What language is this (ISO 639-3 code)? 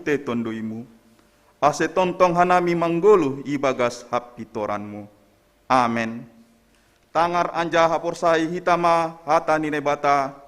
bts